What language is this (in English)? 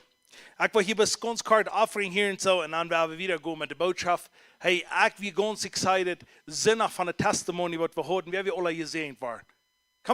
Plautdietsch